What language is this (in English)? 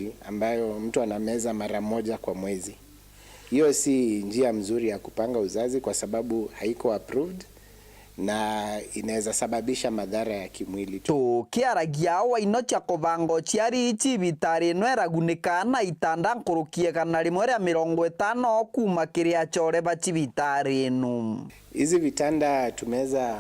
Meru